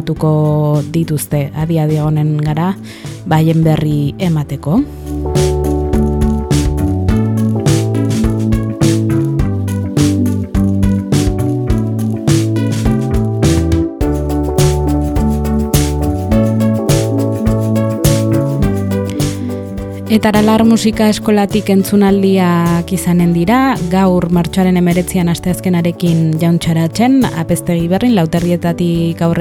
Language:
Basque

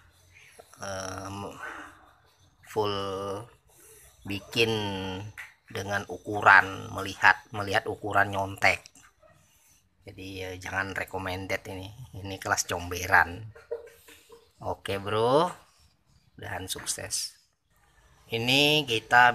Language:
Indonesian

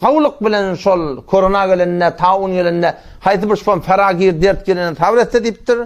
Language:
Turkmen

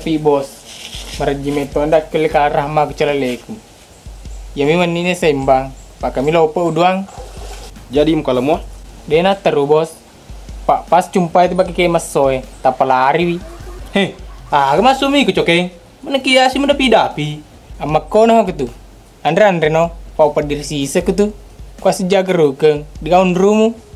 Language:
Buginese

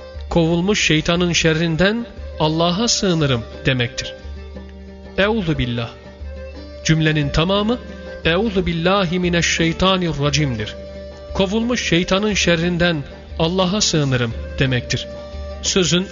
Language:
Turkish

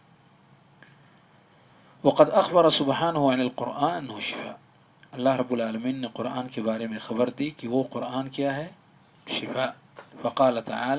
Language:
Urdu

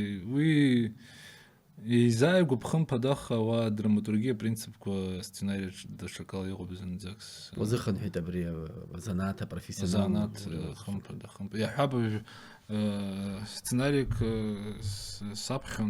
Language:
Abkhazian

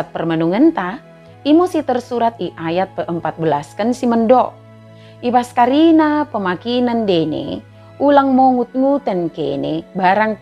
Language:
Batak Dairi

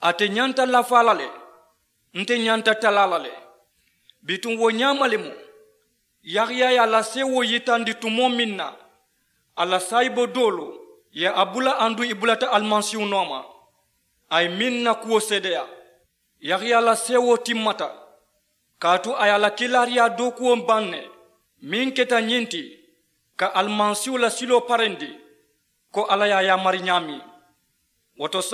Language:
Mandingo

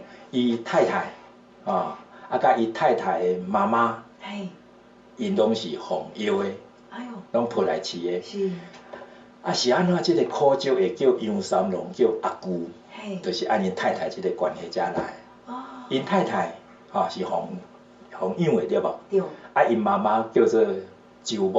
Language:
Min Nan Chinese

